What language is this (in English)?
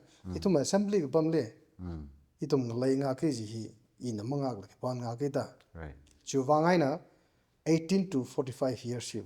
Tangkhul Naga (India)